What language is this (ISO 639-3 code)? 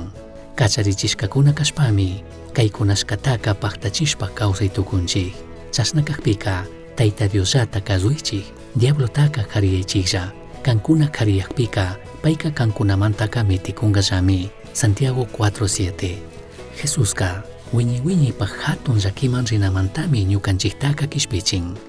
qug